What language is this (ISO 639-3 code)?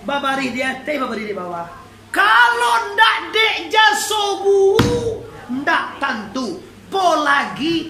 min